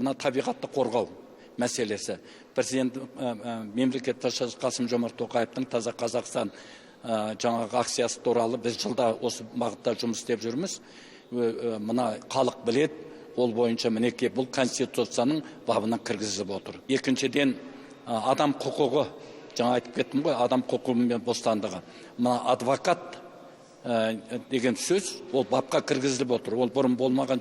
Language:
Kazakh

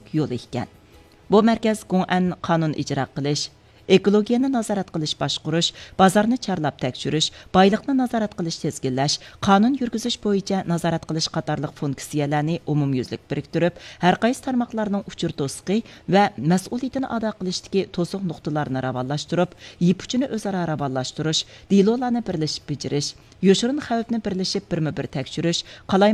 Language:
Uyghur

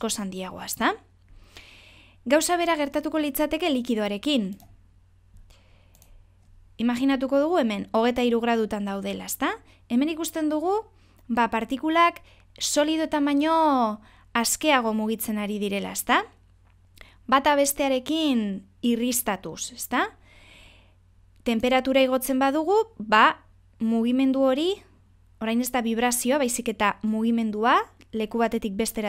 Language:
Basque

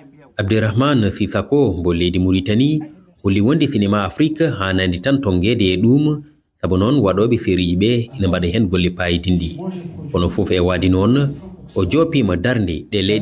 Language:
Fula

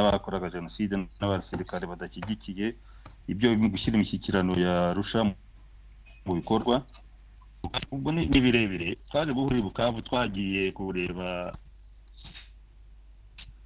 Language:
Kinyarwanda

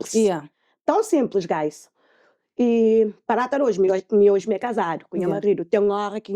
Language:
Kabuverdianu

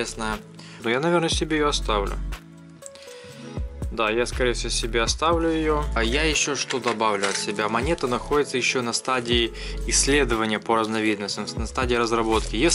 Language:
Russian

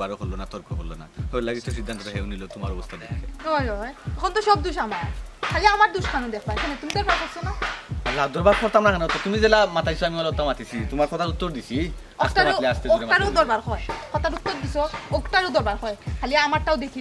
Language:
Sylheti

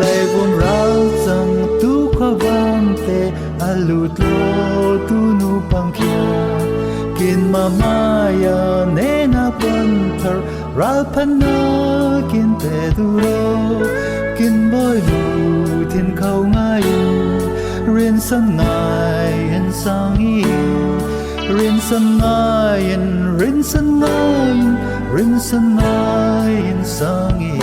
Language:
Falam Chin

